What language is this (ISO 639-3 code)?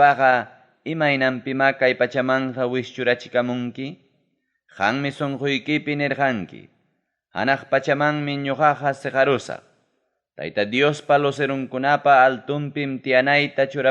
quy